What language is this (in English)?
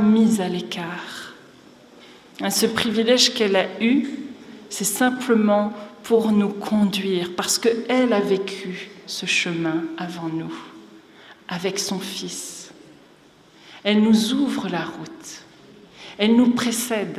French